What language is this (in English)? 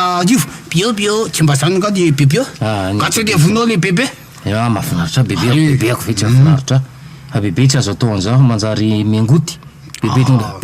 Malagasy